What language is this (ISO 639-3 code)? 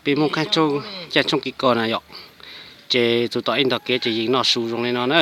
hmn